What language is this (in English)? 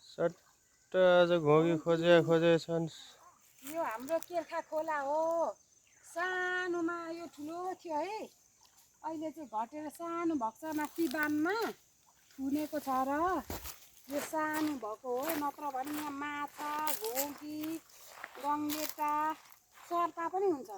Nepali